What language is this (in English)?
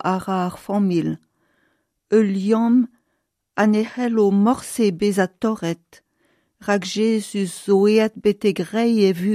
Breton